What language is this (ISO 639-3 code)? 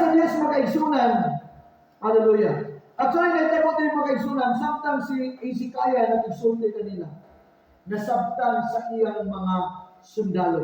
ceb